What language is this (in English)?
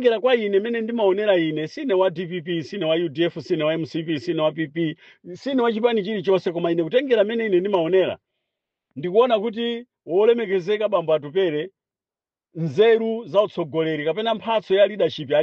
Nyanja